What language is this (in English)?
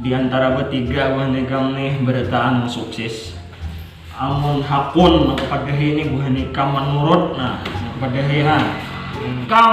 Banjar